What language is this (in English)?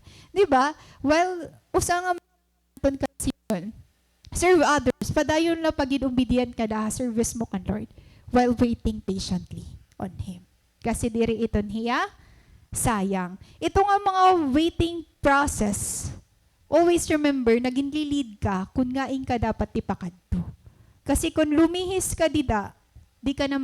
Waray